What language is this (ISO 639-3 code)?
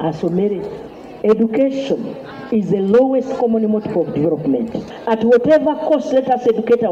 nyn